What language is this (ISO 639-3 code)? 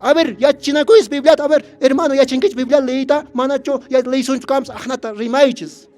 que